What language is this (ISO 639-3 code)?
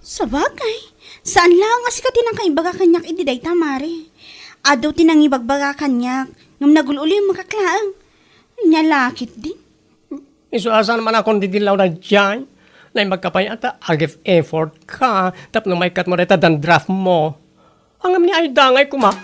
ilo